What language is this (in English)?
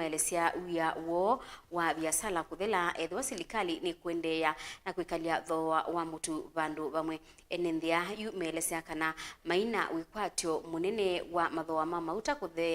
Kamba